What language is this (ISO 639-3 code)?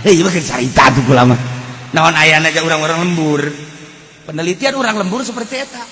sun